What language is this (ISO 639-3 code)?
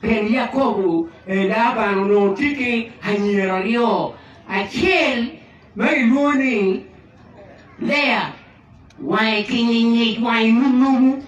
ach